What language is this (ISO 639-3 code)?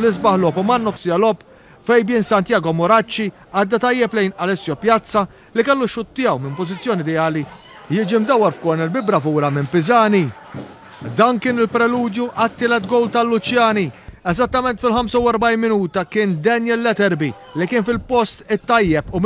mlt